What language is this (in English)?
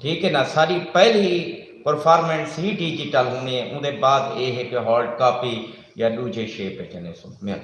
Saraiki